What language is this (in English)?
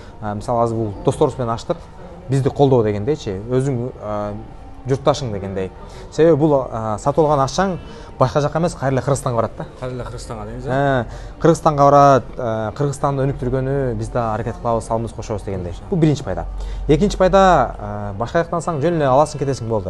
Kyrgyz